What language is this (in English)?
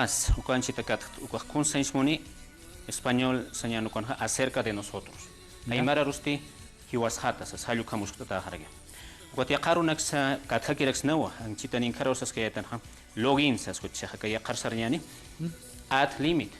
Aymara